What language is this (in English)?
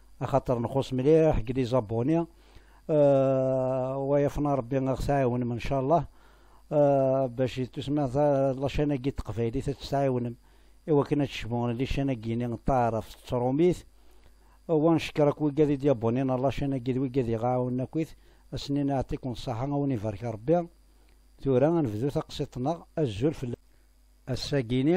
Kabyle